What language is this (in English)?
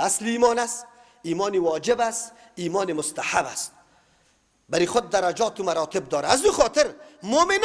Persian